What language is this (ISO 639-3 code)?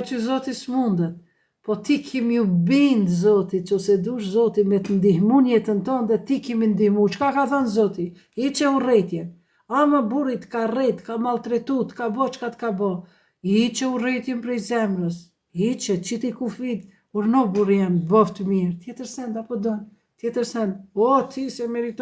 sqi